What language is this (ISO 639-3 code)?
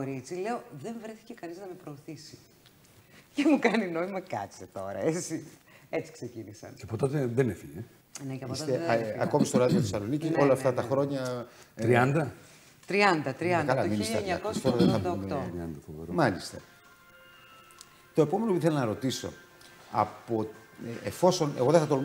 ell